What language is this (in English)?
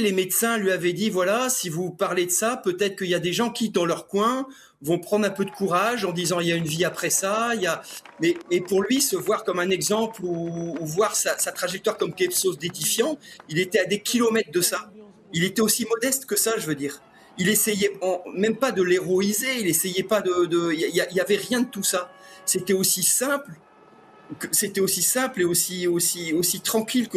French